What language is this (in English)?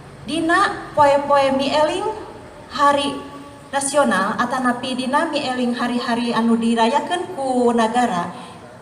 Sundanese